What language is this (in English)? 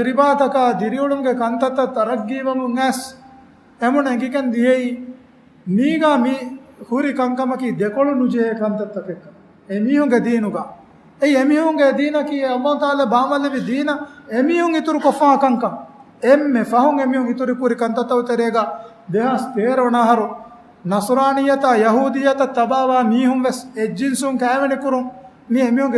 Divehi